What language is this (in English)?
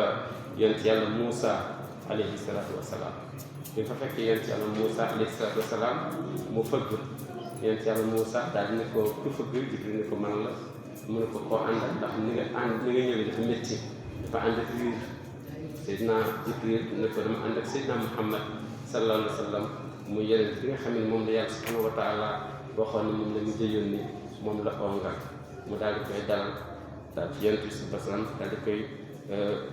Wolof